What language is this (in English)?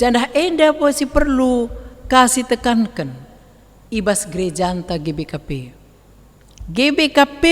Batak Karo